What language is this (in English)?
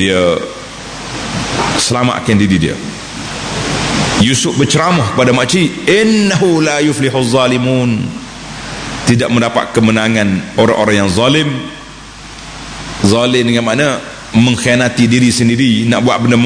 Malay